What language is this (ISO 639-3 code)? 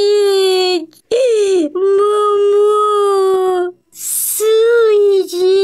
gag